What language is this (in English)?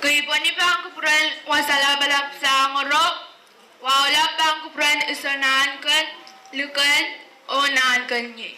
Pohnpeian